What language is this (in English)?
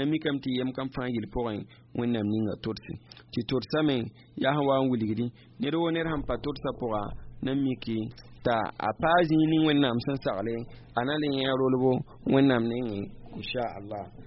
Mossi